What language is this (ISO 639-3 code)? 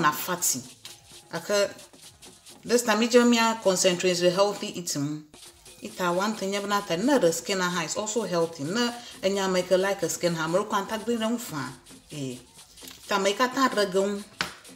ewe